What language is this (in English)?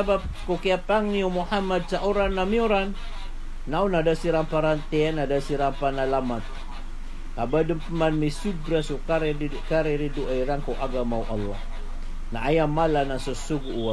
Maranao